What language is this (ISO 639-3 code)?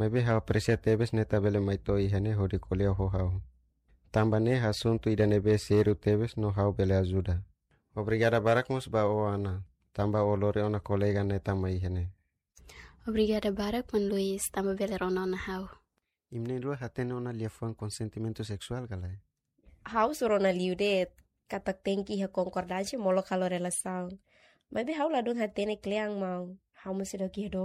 tet